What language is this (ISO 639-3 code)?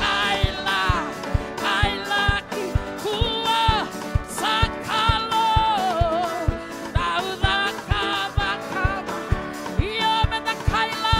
fij